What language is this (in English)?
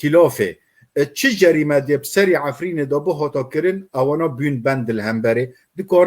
Kurdish